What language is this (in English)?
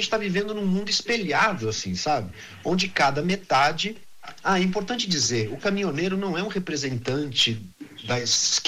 Portuguese